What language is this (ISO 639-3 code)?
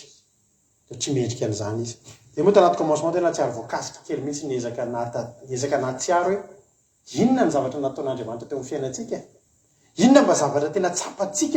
mlg